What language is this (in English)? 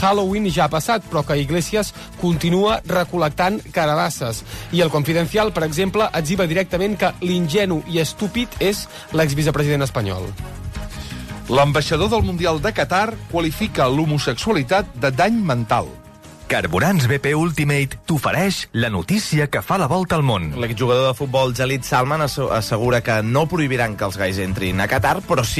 Catalan